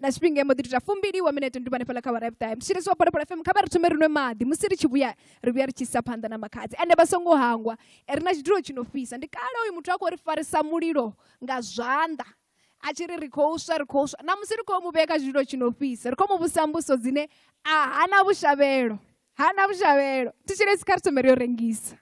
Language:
Venda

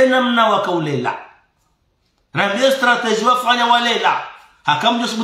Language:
Swahili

